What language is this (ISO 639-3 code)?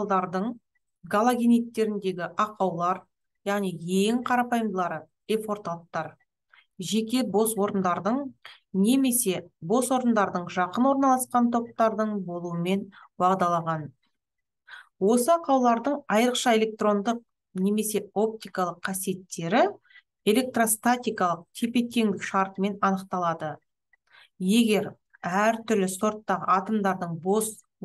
kaz